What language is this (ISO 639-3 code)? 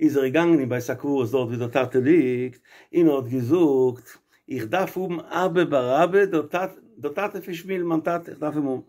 yid